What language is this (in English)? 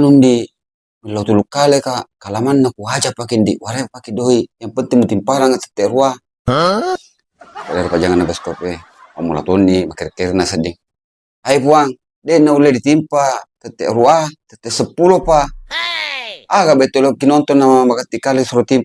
Buginese